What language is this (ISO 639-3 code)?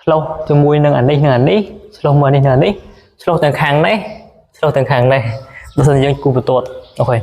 khm